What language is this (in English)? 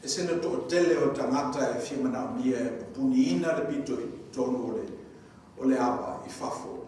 Samoan